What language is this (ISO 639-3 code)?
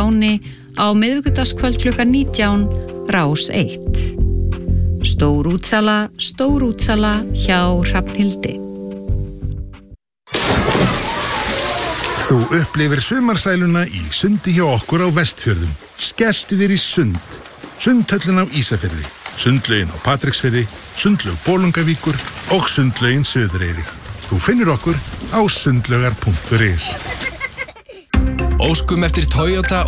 isl